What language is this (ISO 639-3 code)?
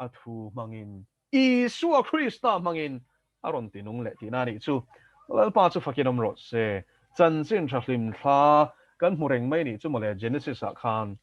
lus